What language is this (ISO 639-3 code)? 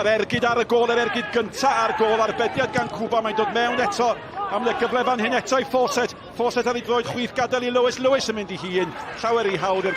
cym